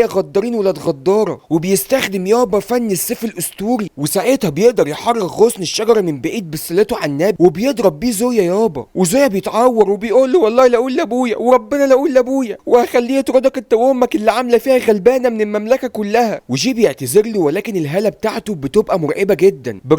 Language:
Egyptian Arabic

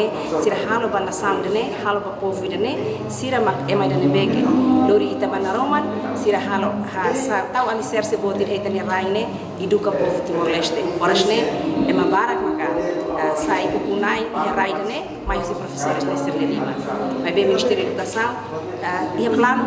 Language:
Tetum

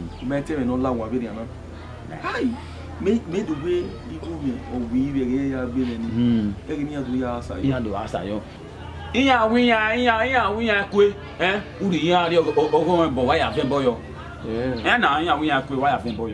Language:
Bini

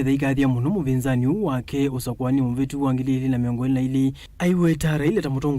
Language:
Kamba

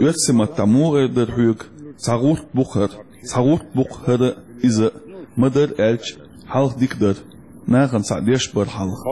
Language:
Chechen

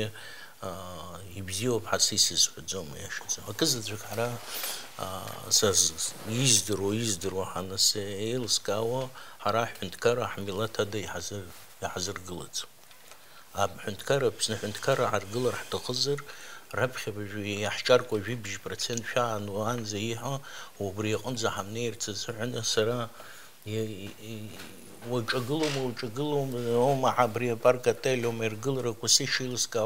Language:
Abkhazian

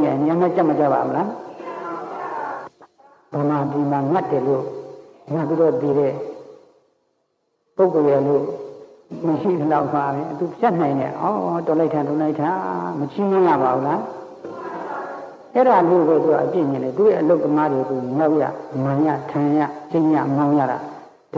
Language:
Burmese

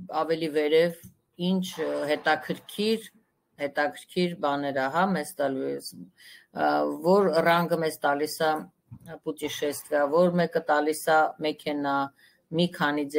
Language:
Armenian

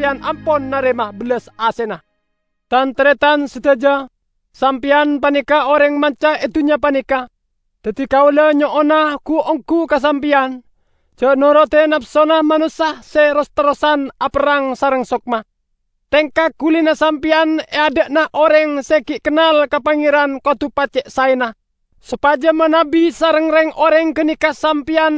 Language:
Madurese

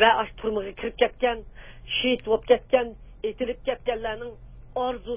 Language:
Uyghur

